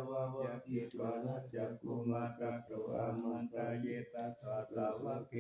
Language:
Pali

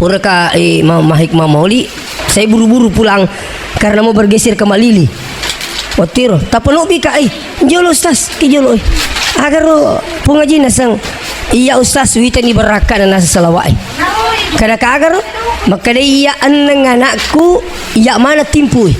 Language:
Buginese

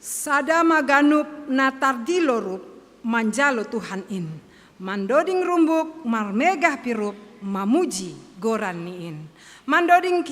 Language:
Batak Simalungun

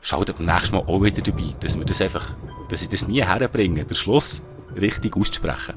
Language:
Swiss German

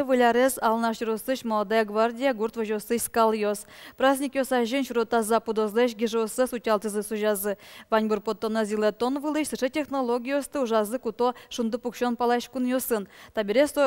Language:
Udmurt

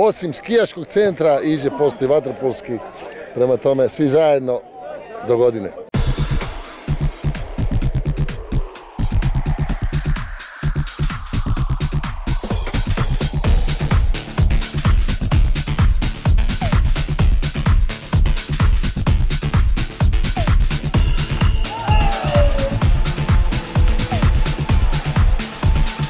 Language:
Croatian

